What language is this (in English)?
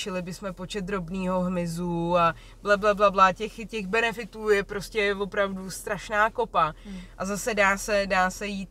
Czech